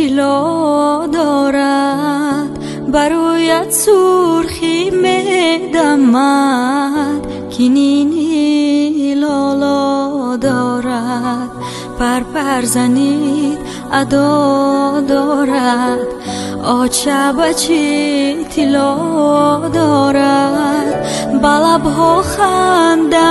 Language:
Persian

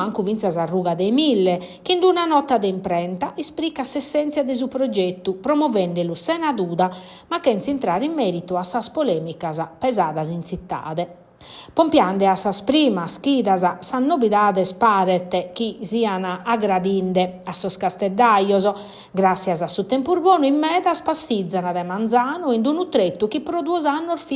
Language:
Sardinian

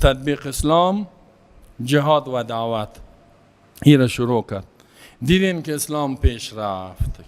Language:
Persian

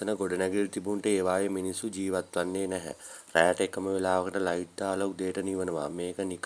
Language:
Sinhala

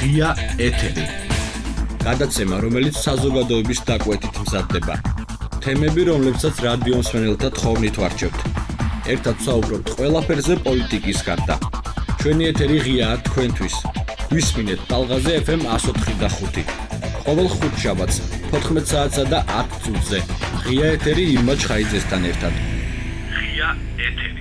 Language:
Georgian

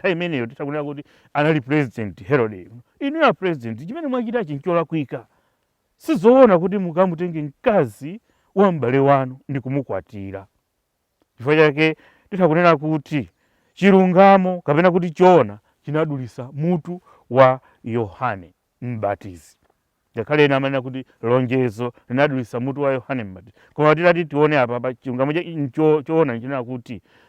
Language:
Nyanja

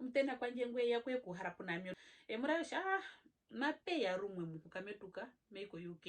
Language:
Herero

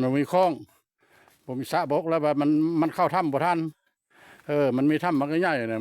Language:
Lao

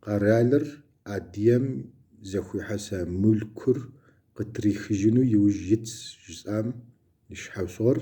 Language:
Kabardian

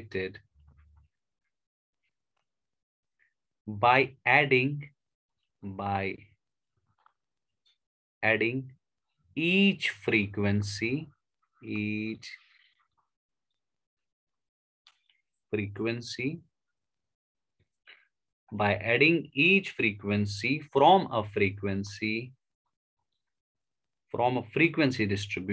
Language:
Hindi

